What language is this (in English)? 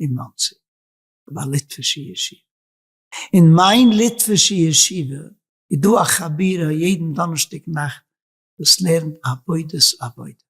Yiddish